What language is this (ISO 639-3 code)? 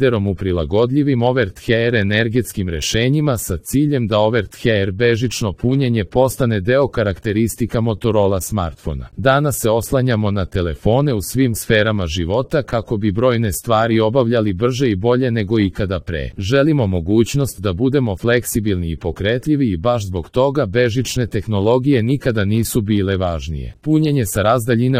srp